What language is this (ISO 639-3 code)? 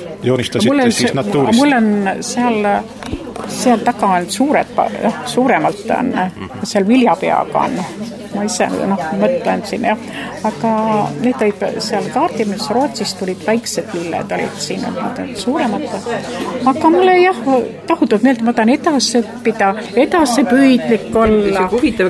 est